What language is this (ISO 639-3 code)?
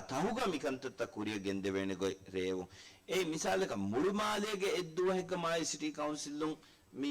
div